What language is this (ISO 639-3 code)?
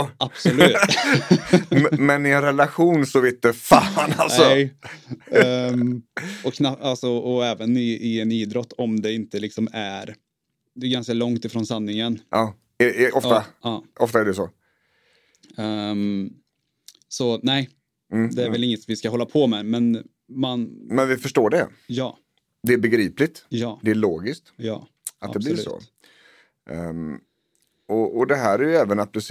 swe